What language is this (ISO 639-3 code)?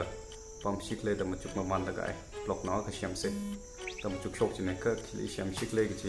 nmf